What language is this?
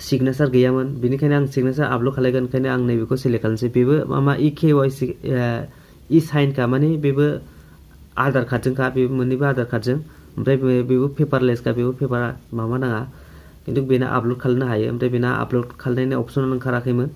Bodo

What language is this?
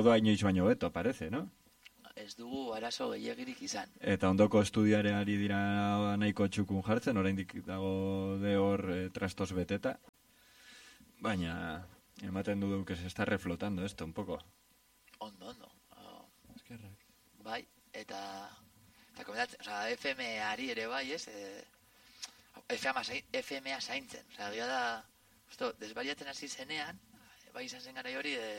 Basque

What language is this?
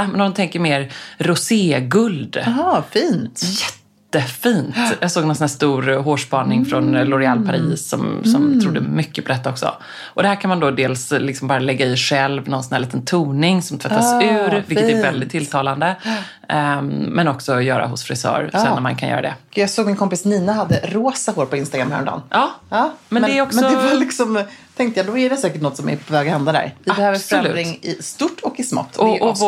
Swedish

